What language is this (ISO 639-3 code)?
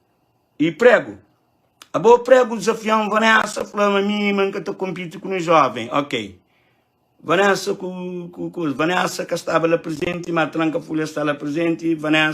kea